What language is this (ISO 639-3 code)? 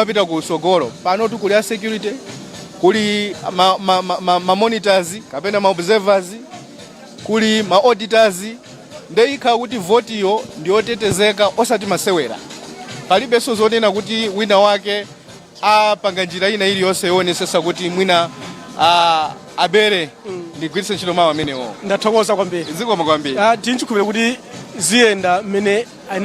nya